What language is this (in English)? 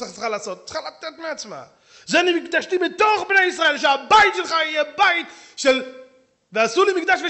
Hebrew